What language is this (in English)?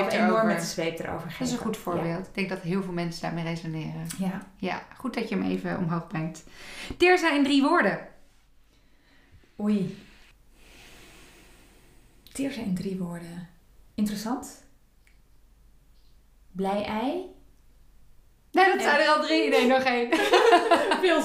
Dutch